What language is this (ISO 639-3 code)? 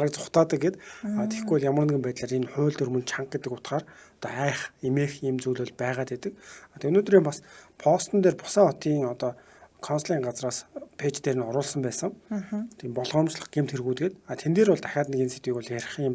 mon